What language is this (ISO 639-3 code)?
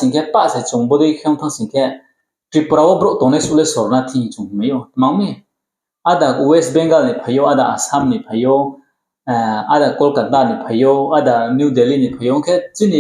ria